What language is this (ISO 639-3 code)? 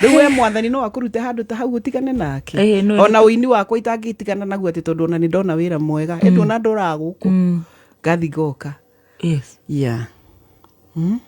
kik